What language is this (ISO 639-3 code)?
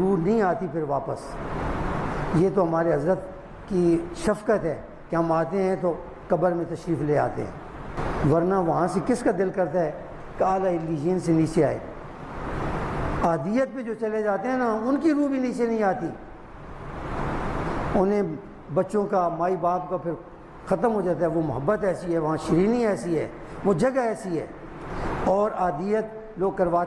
urd